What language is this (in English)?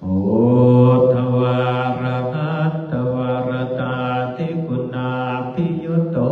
Pali